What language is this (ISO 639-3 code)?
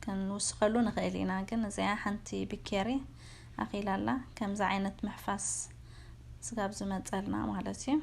tir